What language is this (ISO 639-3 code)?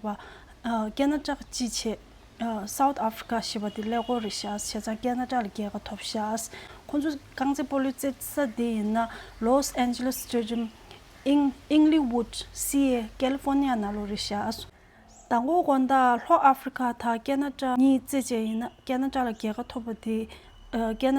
bod